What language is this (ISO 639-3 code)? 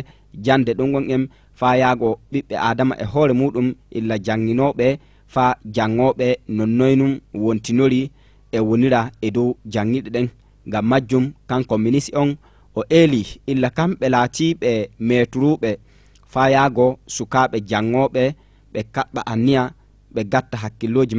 ful